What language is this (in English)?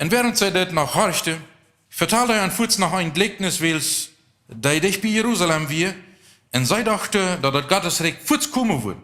Plautdietsch